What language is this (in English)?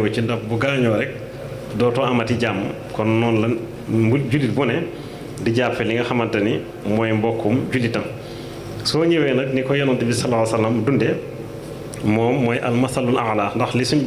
Wolof